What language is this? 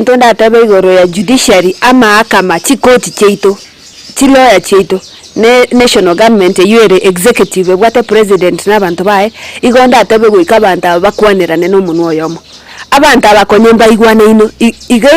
Gusii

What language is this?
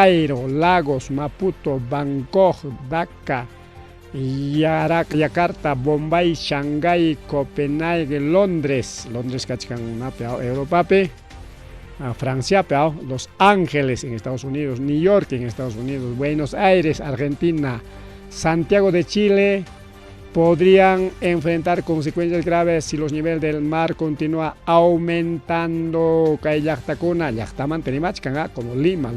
Ayacucho Quechua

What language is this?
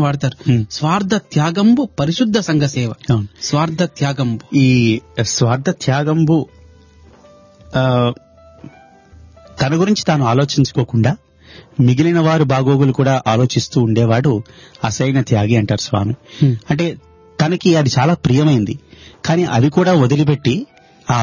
Telugu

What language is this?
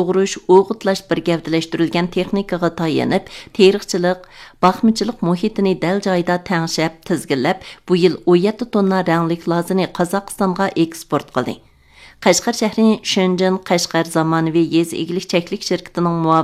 Uyghur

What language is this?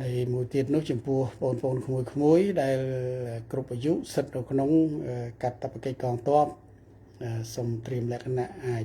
Khmer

